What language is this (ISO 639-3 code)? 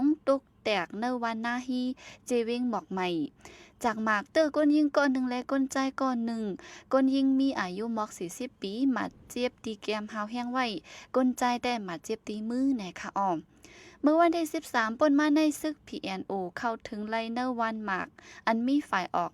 shn